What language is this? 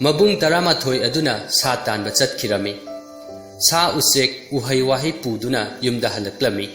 Manipuri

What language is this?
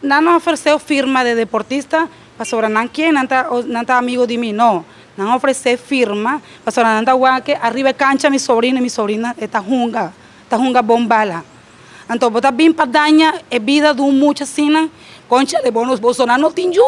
Papiamento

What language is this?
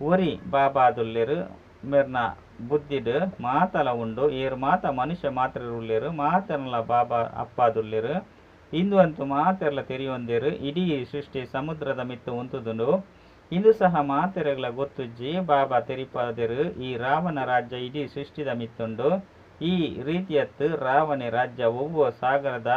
Tulu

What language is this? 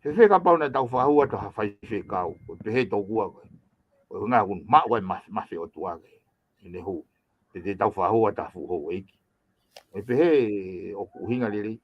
Tongan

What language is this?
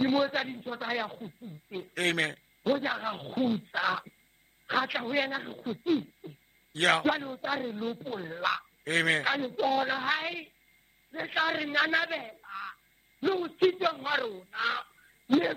Southern Sotho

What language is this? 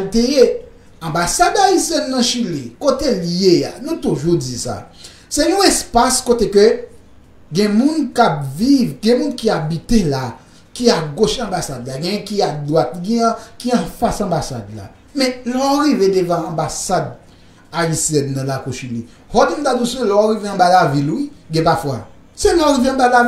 Haitian Creole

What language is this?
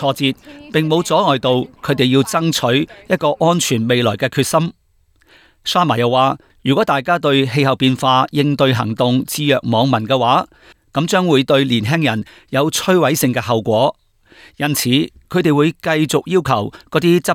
Cantonese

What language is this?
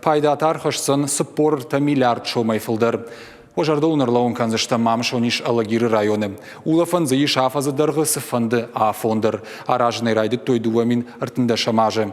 Ossetic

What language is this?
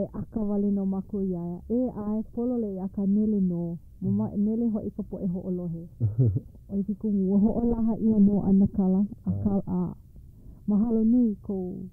Hawaiian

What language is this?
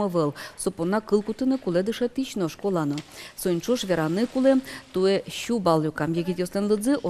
Udmurt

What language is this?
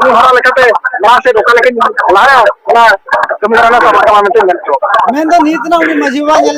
Santali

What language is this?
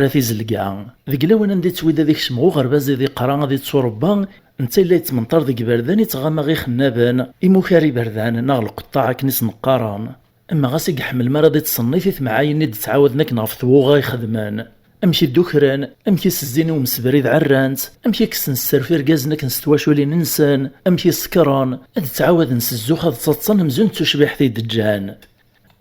Kabyle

